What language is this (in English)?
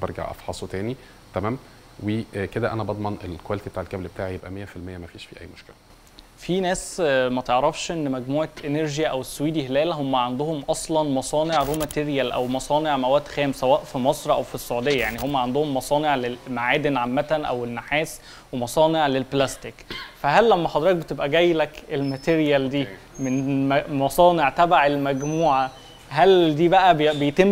Egyptian Arabic